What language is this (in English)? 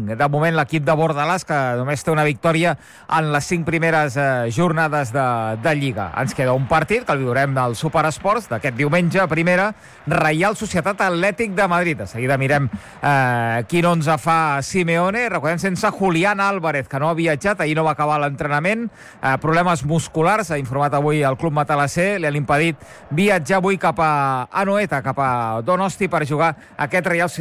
Catalan